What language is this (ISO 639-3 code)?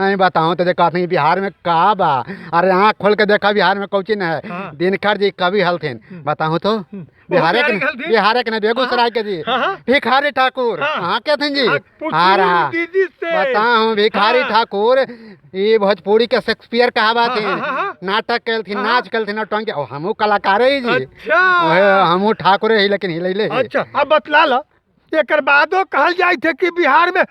mag